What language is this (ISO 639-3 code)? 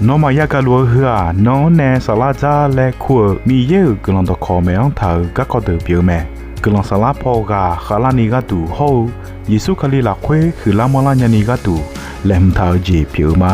ahk